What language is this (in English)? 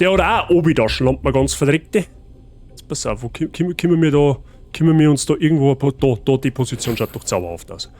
Bavarian